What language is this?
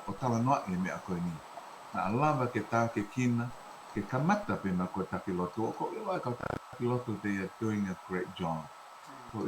Tongan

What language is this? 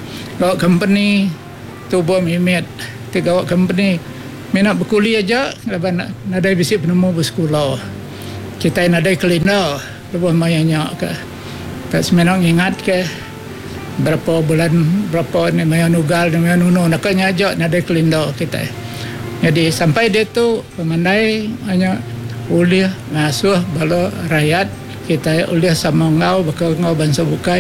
Iban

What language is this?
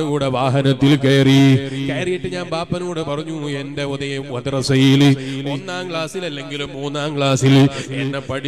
Malayalam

